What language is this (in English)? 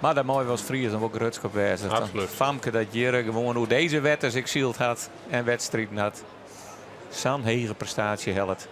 Western Frisian